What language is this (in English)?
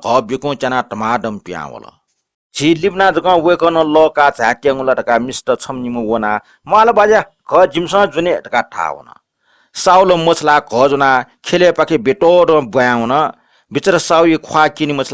Newari